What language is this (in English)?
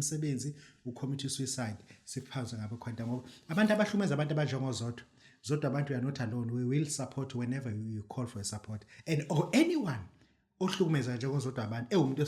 Zulu